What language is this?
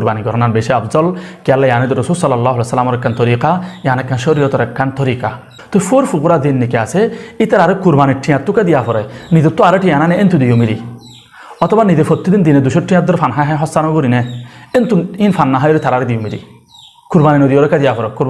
Rohingya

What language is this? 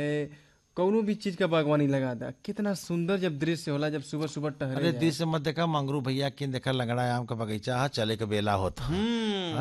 Bhojpuri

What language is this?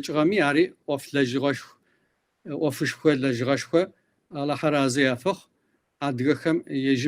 Kabardian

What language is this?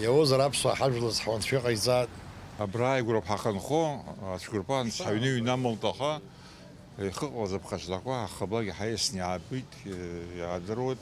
Abkhazian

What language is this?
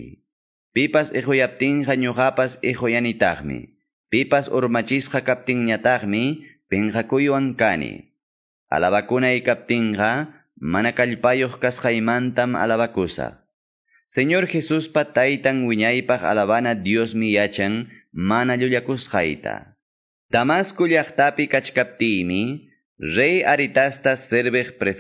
Quechua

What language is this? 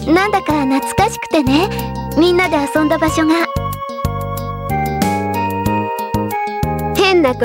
Japanese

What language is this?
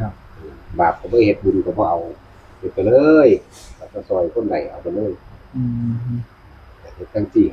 Northeastern Thai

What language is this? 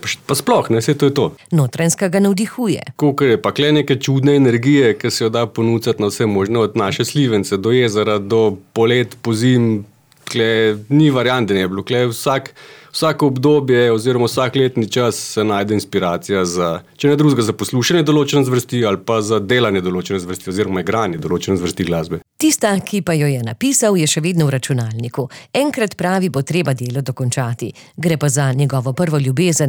Slovenian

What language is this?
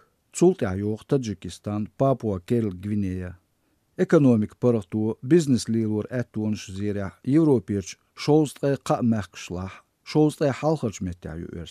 Azerbaijani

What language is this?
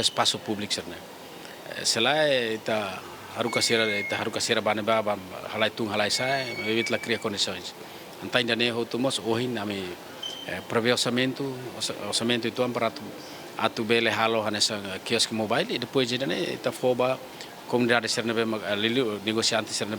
Tetum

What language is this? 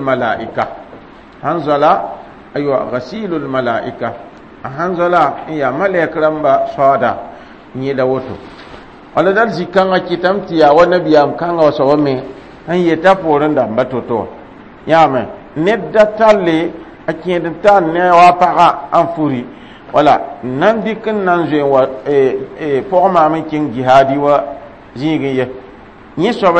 Mossi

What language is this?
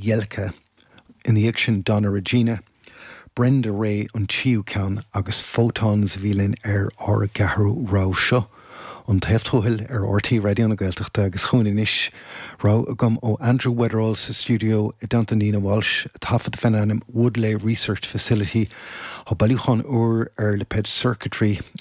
Irish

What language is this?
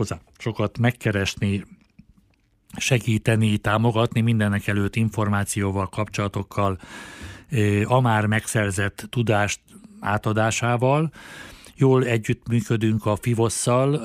Hungarian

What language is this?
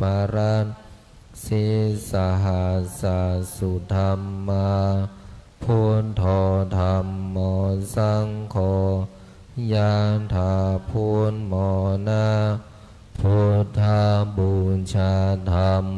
Pali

